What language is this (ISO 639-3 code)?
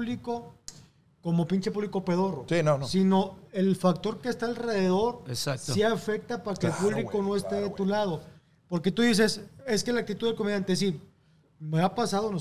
spa